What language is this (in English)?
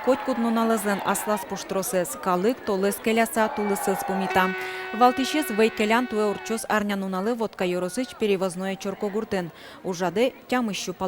Udmurt